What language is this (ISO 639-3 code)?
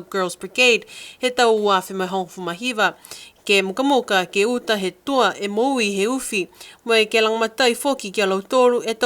niu